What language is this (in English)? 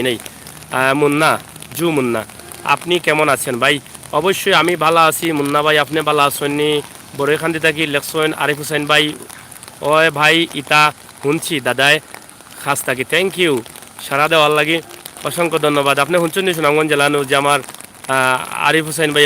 Sylheti